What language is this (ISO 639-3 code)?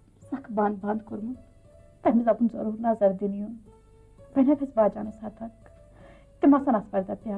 kas